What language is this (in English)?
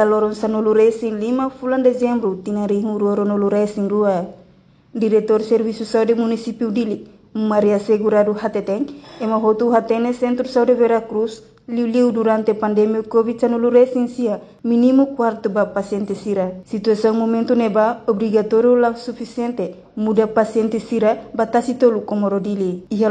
Tetum